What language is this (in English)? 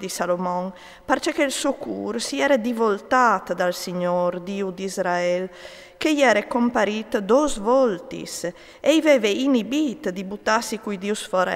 Friulian